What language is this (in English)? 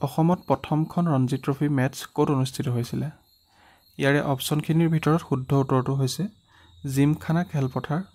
Assamese